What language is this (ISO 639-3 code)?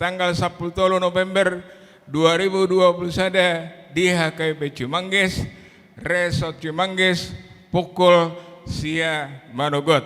bbc